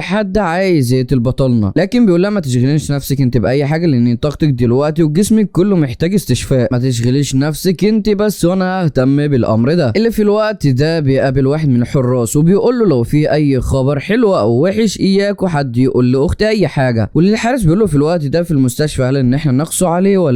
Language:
Egyptian Arabic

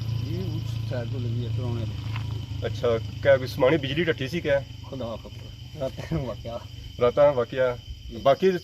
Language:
Pahari-Potwari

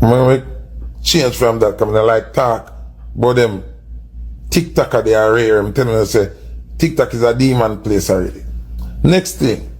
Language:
Jamaican Creole English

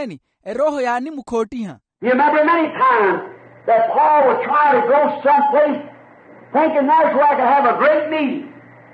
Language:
Makhuwa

